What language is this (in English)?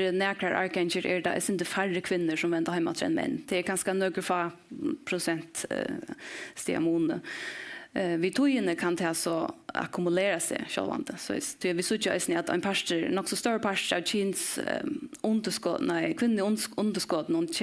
Faroese